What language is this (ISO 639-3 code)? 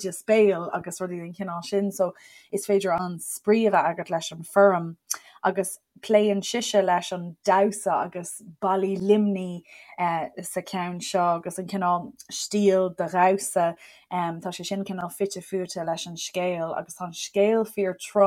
gle